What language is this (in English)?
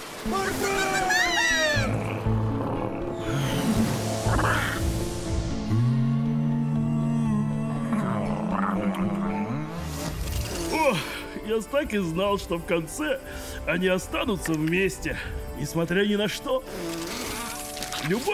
Russian